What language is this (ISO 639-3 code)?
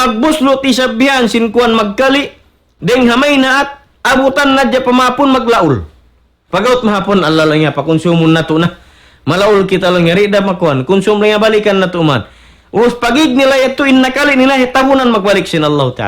tsg